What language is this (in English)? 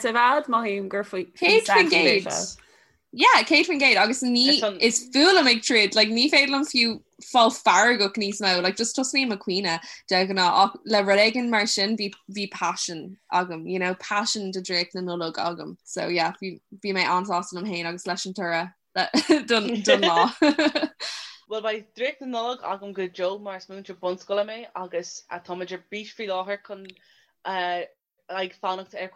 Irish